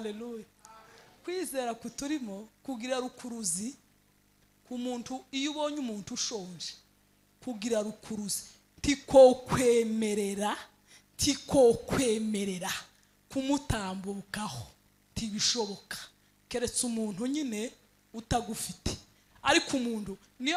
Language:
Kinyarwanda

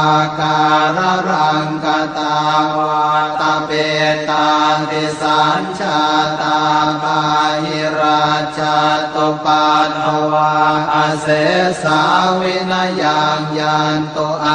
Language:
Pali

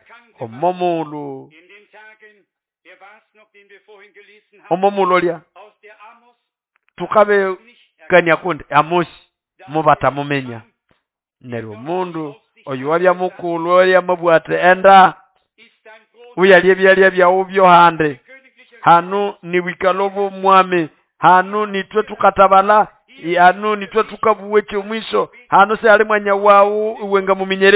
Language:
Nande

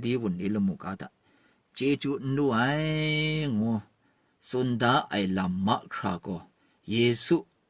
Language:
Kachin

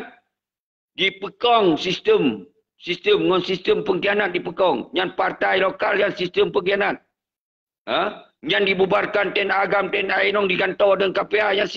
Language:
Achinese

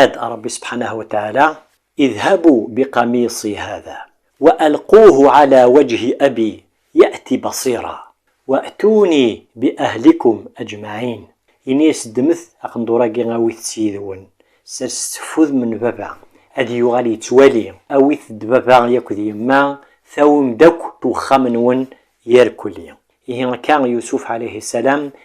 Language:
Kabyle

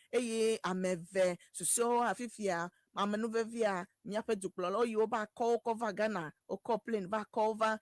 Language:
Ewe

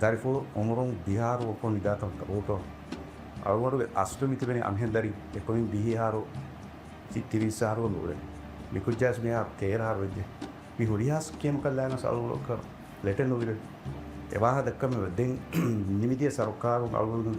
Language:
Divehi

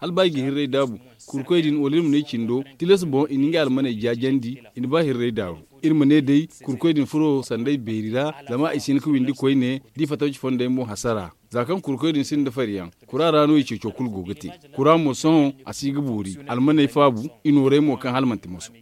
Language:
Zarma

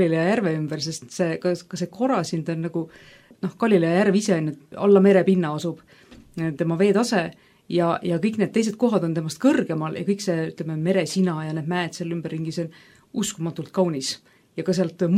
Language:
Estonian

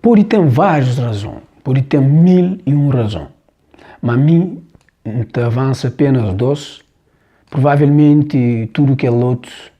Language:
Kabuverdianu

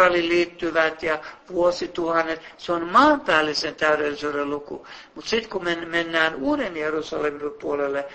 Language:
Finnish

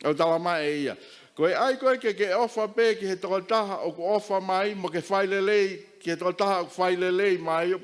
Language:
Tongan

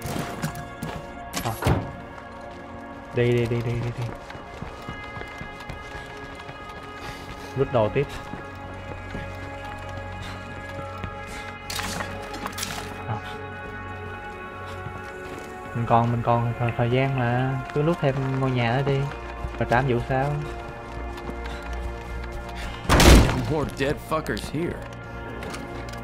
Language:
Vietnamese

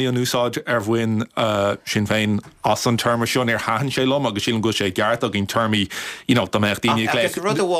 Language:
Irish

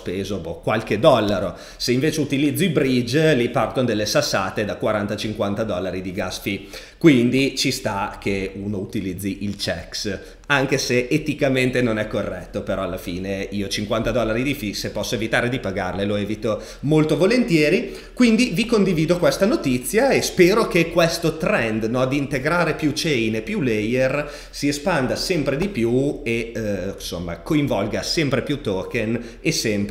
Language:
Italian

